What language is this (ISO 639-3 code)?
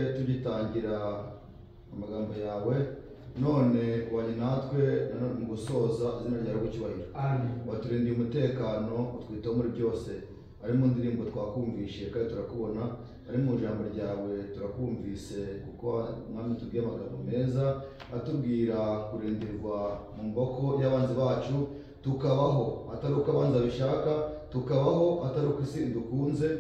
kin